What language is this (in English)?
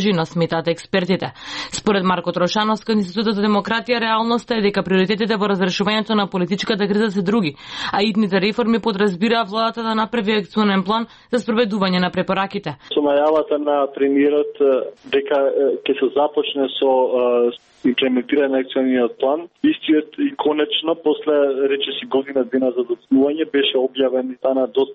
Macedonian